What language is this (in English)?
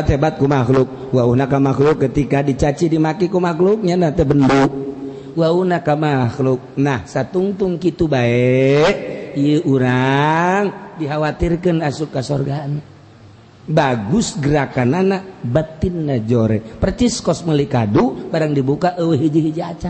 Sundanese